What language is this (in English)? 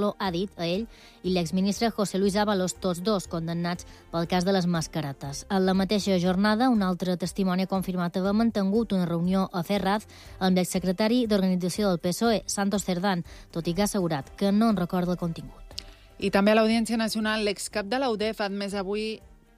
Catalan